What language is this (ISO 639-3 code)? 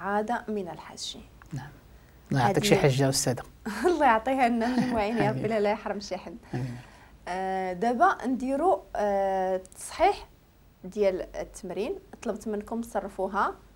ary